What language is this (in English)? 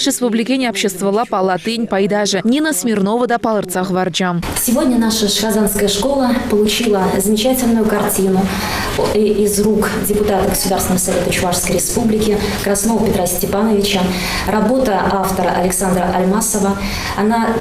Chuvash